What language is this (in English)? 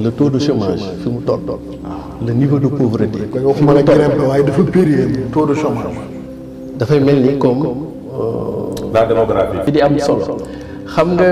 Wolof